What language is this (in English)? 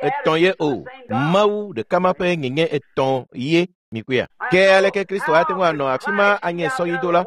Ewe